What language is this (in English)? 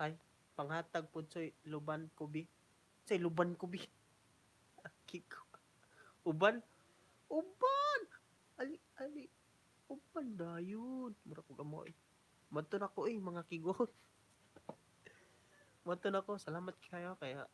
Cebuano